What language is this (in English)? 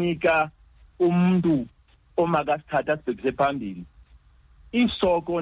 Xhosa